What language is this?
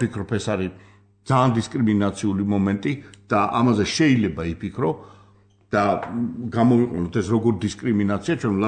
Georgian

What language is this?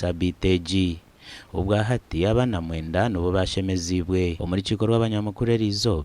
Nyankole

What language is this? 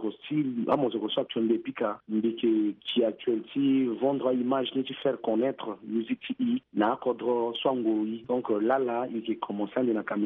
Sango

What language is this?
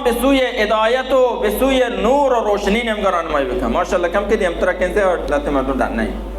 Baluchi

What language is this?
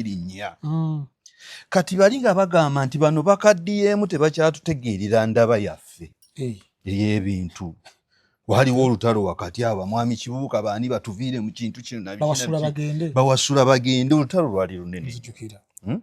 Ganda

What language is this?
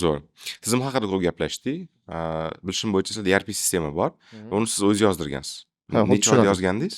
Uzbek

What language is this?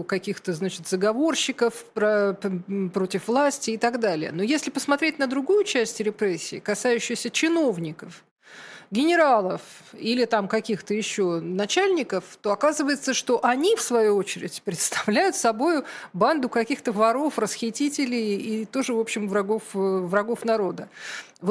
Russian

